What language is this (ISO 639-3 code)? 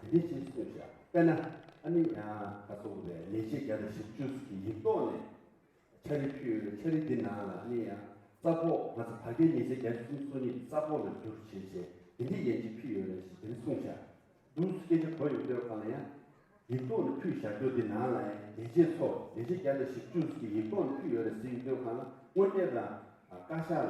bod